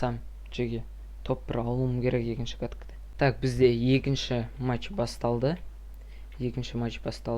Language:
Kazakh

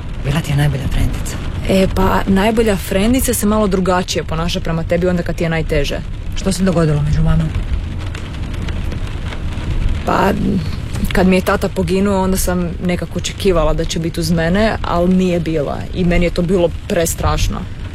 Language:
Croatian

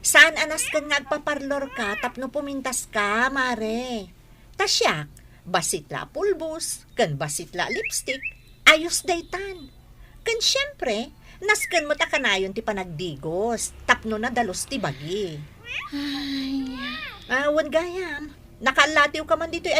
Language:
Iloko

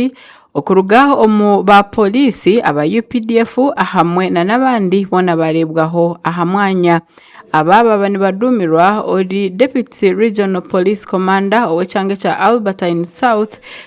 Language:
Nyankole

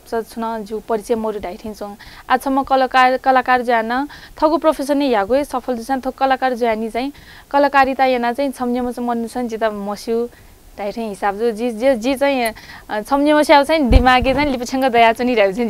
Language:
Newari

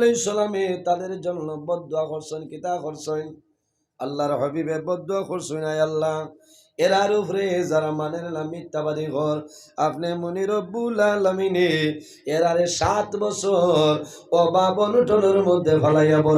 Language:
Sylheti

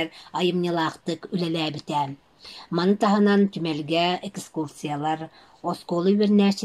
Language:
Yakut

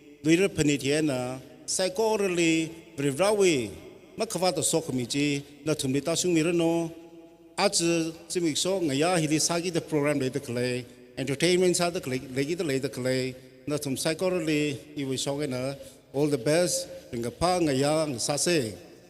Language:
Tangkhul Naga (India)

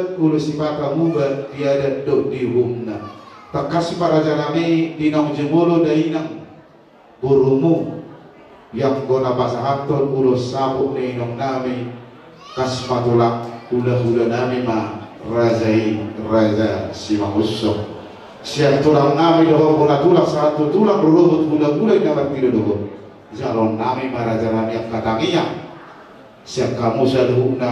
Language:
Batak Toba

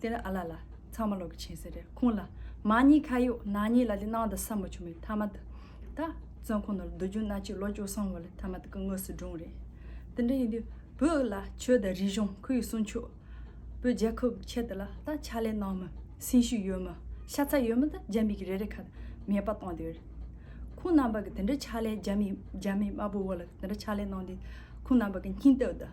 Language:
Tibetan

